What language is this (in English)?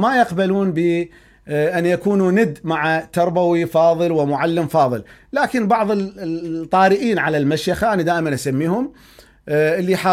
Mesopotamian Arabic